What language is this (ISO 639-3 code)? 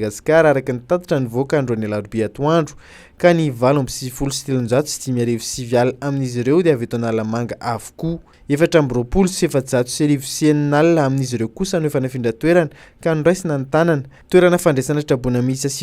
mlg